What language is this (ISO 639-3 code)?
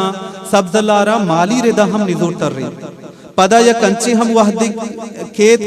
bgp